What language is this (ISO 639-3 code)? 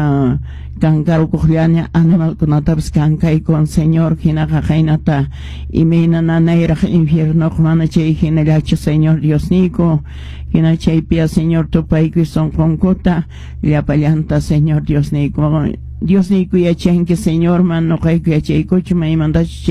que